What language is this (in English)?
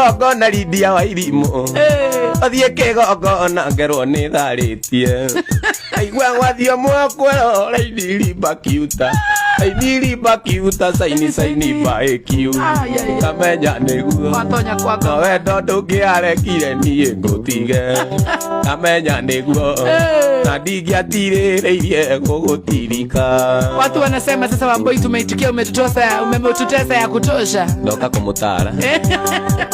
Kikuyu